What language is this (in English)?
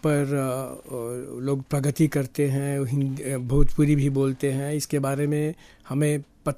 Hindi